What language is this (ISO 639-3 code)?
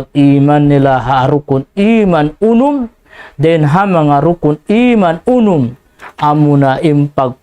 tsg